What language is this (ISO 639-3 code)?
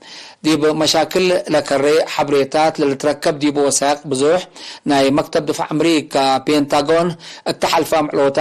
tig